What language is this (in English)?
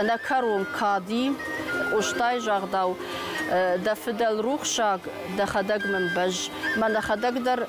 Ossetic